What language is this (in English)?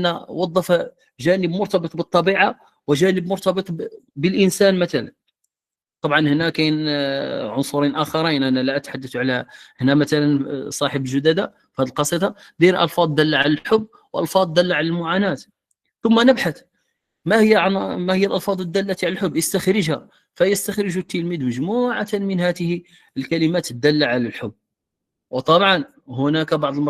Moroccan Arabic